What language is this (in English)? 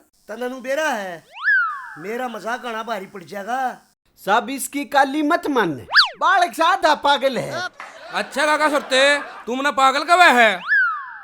Haryanvi